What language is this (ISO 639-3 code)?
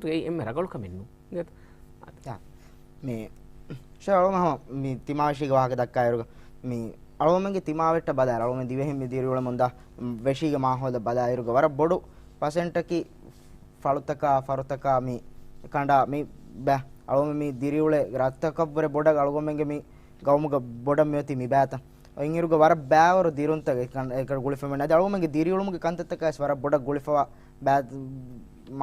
div